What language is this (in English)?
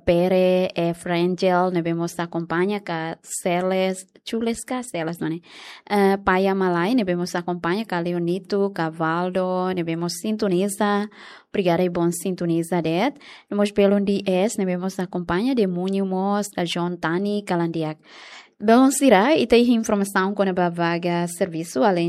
Tetum